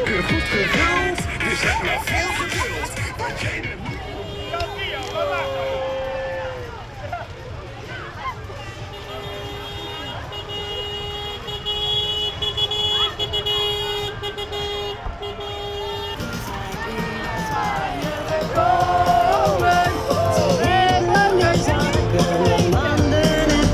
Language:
Dutch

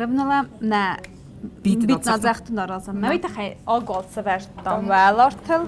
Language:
Ossetic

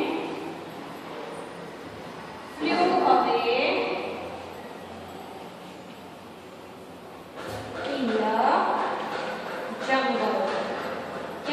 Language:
Gujarati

